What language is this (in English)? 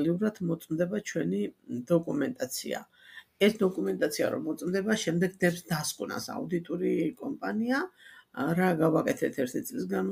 Georgian